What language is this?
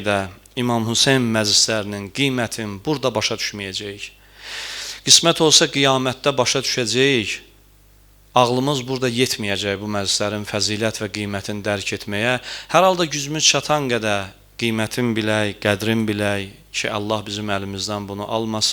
Azerbaijani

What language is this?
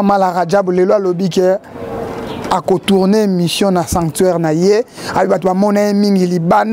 Lingala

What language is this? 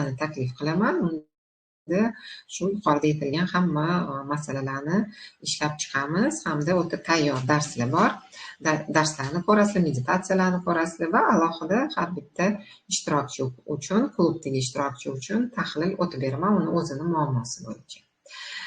Uzbek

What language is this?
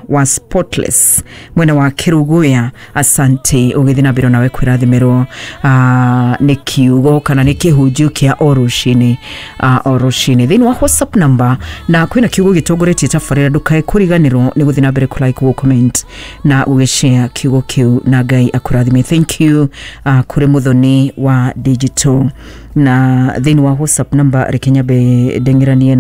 Kikuyu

